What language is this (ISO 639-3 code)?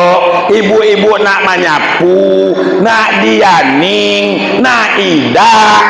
min